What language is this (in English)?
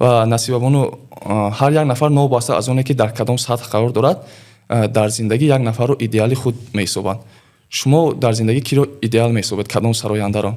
Tajik